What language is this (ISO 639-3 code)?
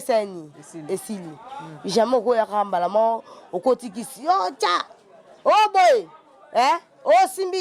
lin